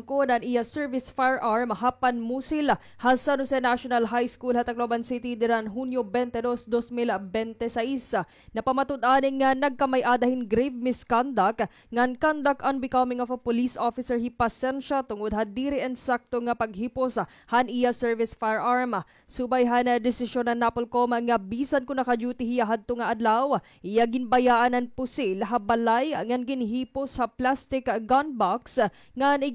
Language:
Waray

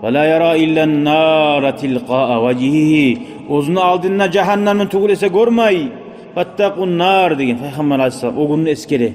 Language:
Kumyk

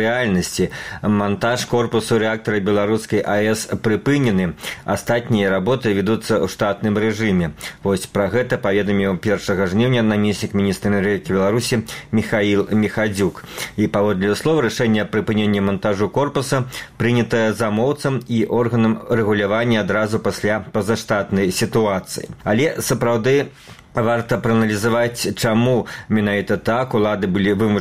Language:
Belarusian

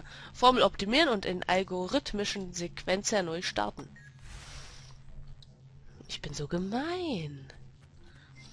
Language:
German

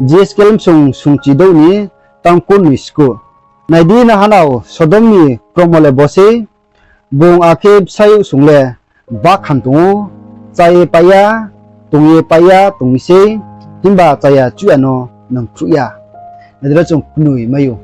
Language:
Riang (India)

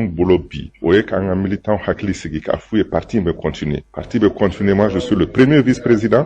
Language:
Bambara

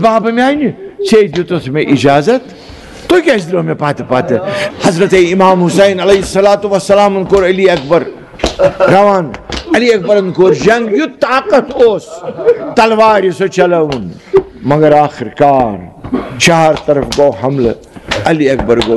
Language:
Kashmiri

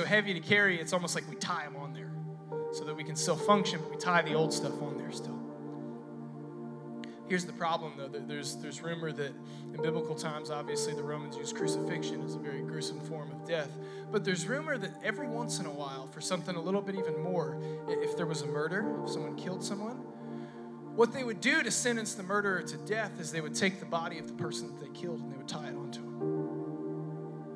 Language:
English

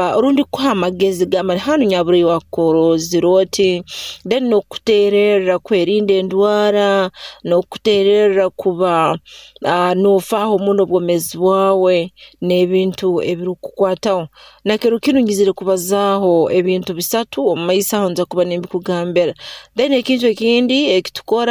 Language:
Nyoro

